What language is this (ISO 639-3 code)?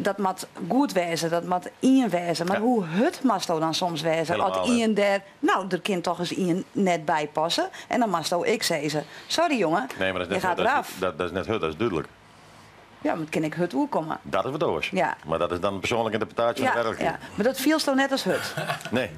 fry